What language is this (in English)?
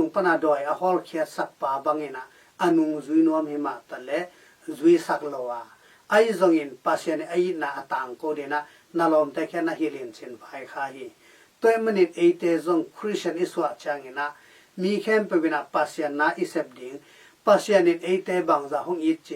Tedim Chin